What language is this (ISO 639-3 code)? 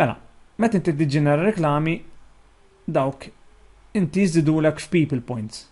mlt